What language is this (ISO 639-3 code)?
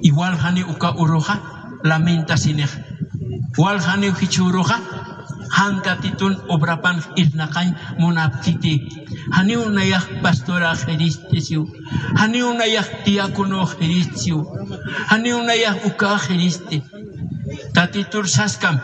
aym